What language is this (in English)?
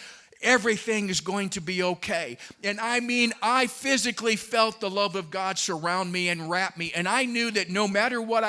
English